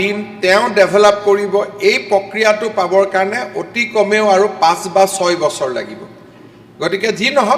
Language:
Assamese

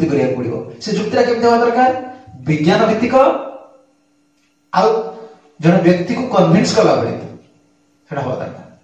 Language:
Odia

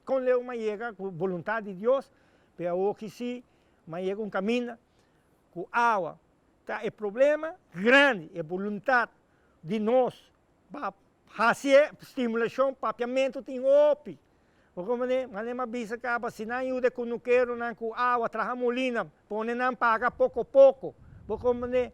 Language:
Papiamento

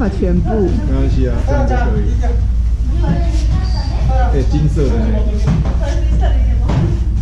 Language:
Chinese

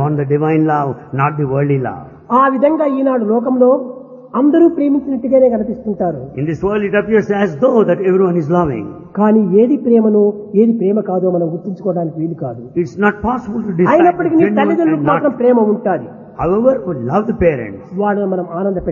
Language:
Telugu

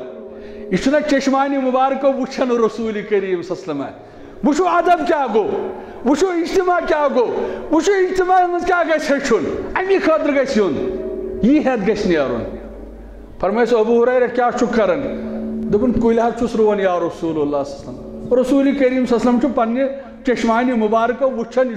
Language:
Kashmiri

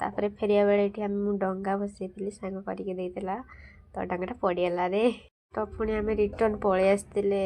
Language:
Odia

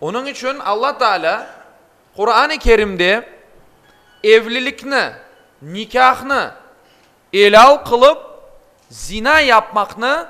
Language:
Crimean Tatar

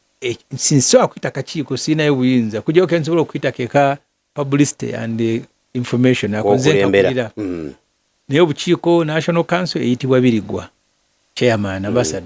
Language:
Ganda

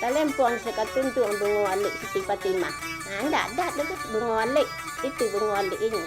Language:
Minangkabau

